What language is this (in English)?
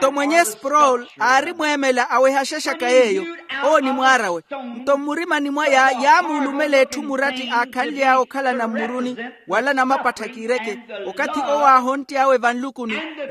Makhuwa